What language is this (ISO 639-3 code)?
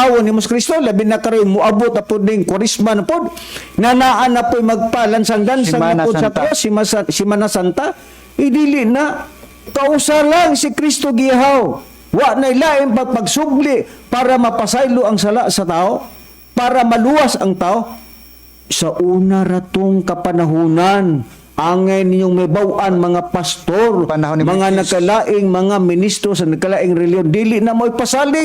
ceb